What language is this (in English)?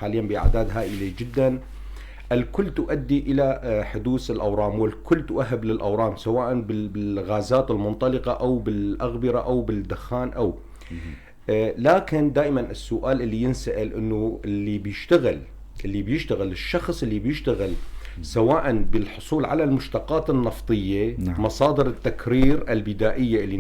North Levantine Arabic